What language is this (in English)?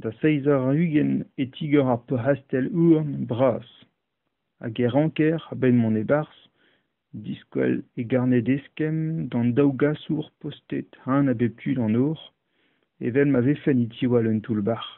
Breton